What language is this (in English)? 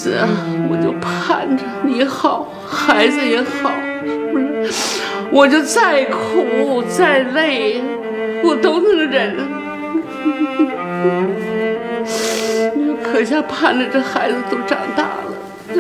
Chinese